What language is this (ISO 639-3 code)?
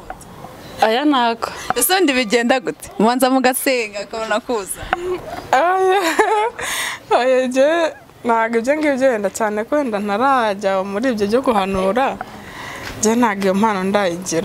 kin